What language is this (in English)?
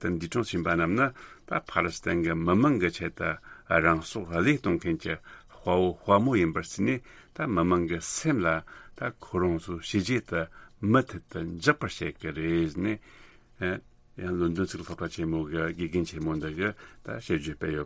Tibetan